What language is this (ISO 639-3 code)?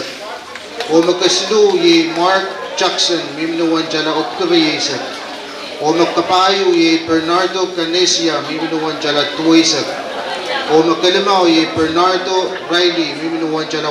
pon